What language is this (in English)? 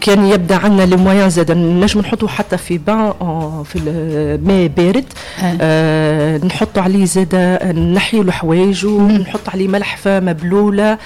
Tunisian Arabic